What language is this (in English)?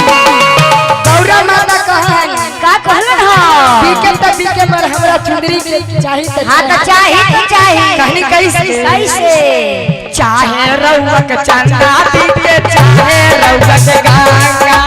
Magahi